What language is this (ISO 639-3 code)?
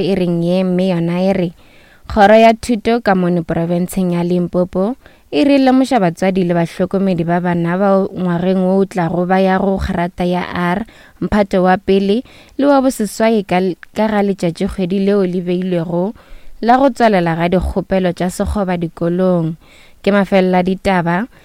nso